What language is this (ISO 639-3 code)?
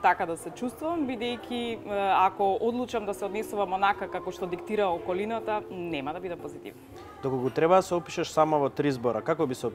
mkd